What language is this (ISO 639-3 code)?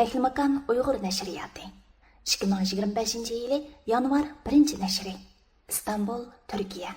uig